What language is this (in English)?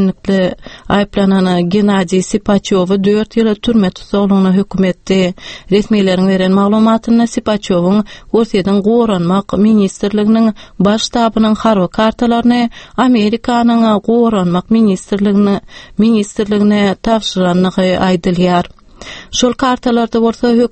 Turkmen